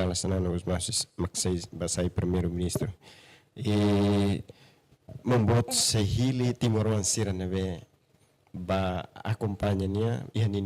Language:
Tetum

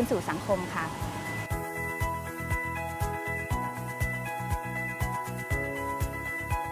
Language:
Thai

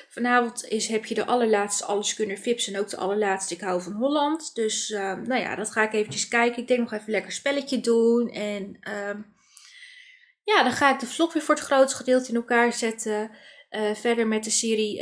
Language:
Dutch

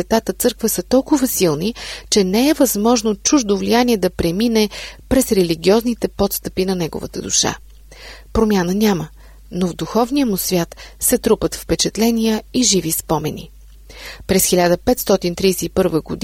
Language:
Bulgarian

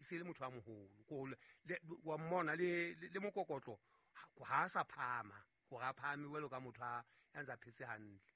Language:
Southern Sotho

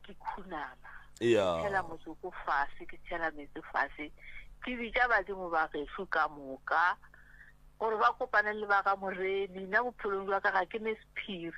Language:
Northern Sotho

